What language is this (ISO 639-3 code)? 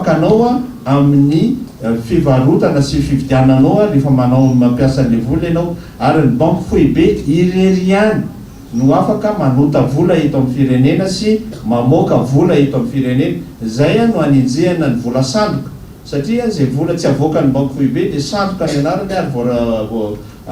mlg